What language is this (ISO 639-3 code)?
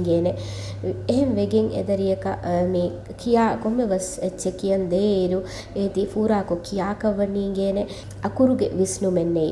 div